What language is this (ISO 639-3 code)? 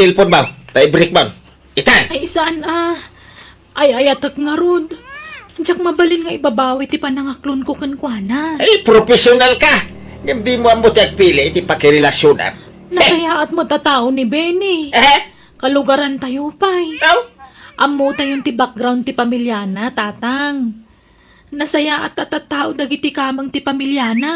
ilo